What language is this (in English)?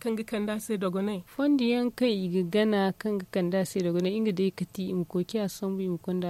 Zarma